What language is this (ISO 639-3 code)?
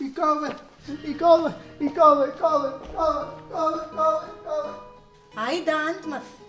brh